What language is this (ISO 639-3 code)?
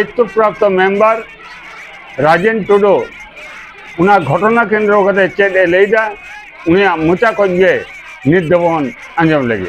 sat